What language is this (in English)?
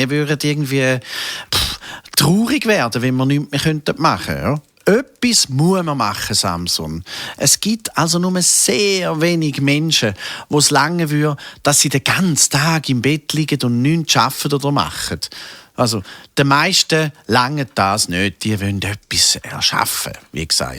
Swiss German